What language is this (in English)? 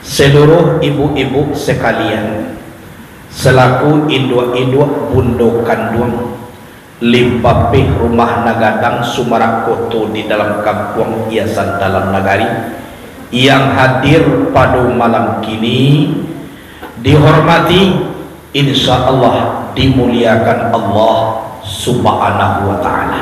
Minangkabau